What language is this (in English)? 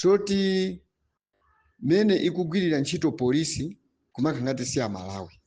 Nyanja